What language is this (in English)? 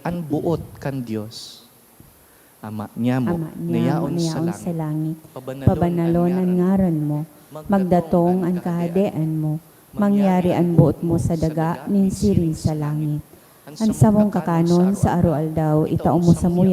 Bikol